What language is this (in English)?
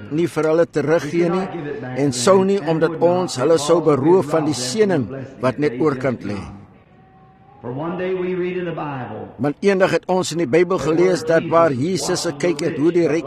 Afrikaans